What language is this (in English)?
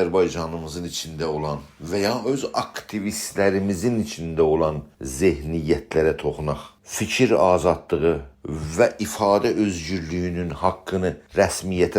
South Azerbaijani